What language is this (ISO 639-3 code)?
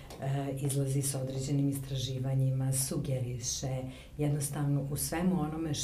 srp